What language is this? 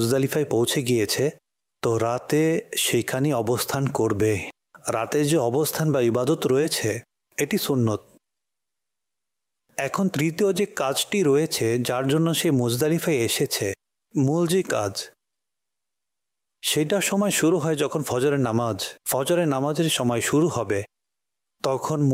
Bangla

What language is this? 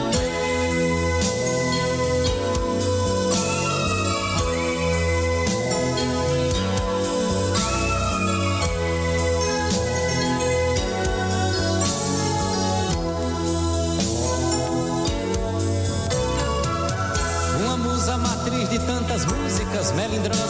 Portuguese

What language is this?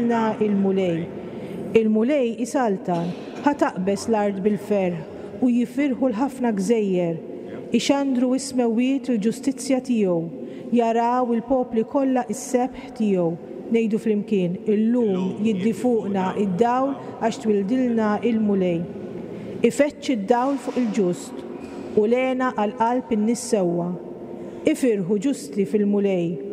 Maltese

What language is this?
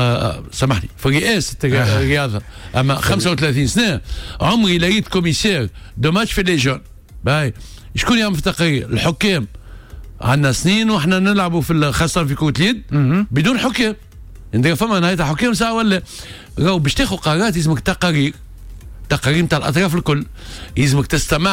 Tunisian Arabic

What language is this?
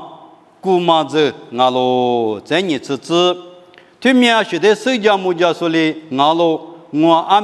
Lisu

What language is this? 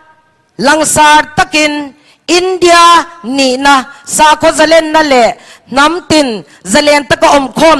Mizo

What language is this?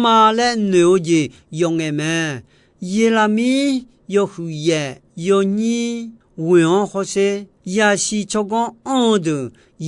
Akha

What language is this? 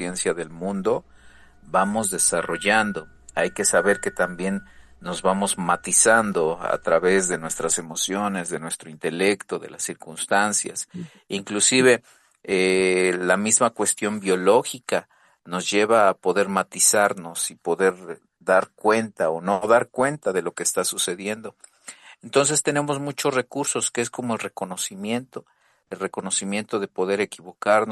Spanish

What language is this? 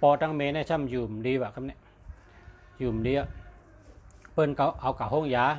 Shan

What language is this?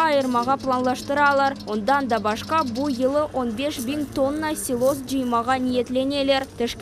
Crimean Tatar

